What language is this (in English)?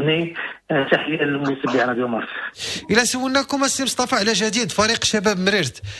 Moroccan Arabic